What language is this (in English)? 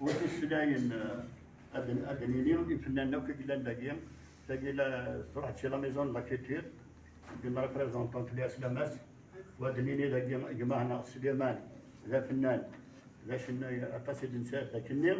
Kabyle